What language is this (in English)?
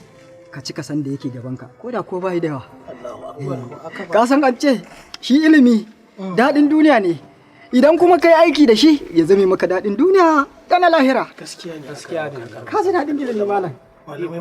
Hausa